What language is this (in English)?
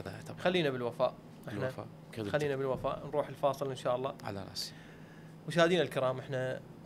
Mesopotamian Arabic